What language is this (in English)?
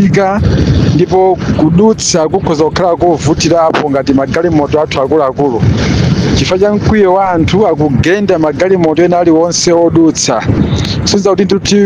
Nyanja